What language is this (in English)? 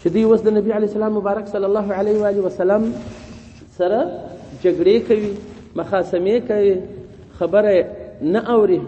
Pashto